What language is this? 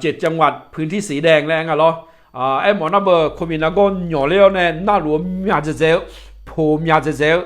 Akha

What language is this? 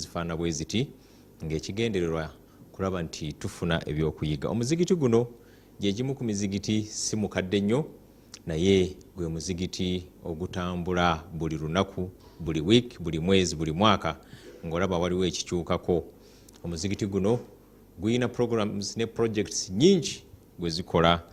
Ganda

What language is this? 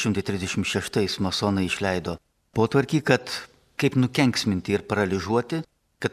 Lithuanian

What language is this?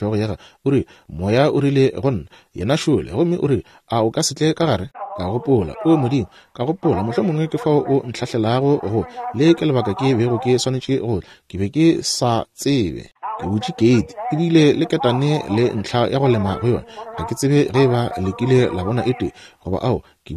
Northern Sotho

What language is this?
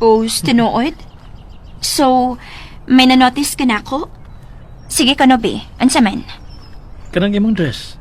Cebuano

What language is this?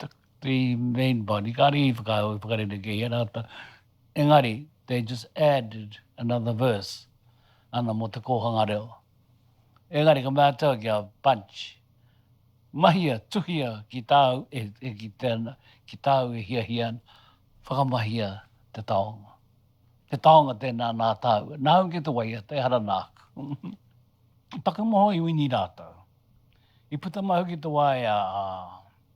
Māori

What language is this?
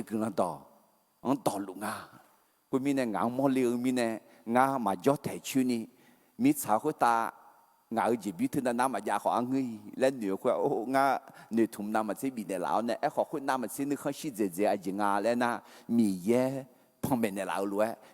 Akha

